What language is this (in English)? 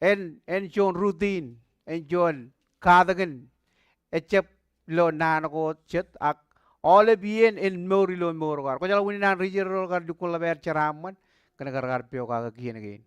Marshallese